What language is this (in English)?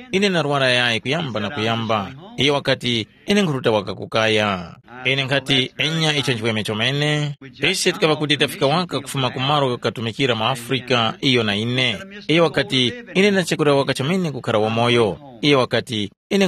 Tumbuka